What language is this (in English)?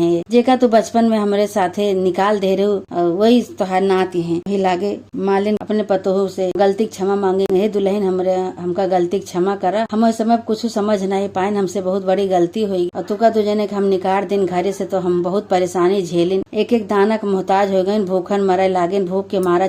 Awadhi